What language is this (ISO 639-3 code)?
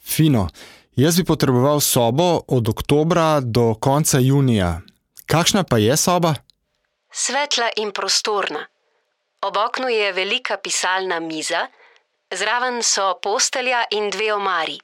slv